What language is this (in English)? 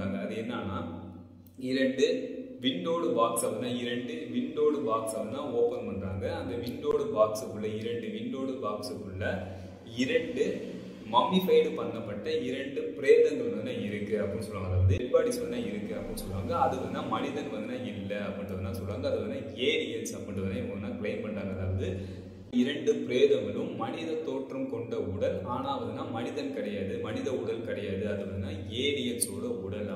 Tamil